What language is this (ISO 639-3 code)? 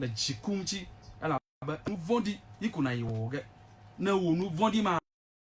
ewe